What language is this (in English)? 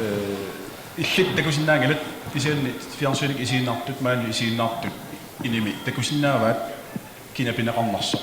Kalaallisut